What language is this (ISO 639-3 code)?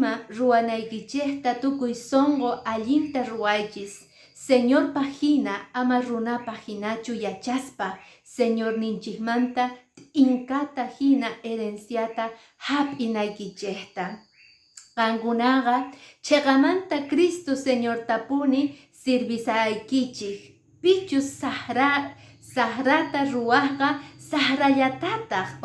que